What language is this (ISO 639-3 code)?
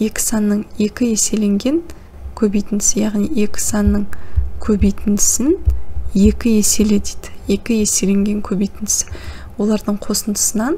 kaz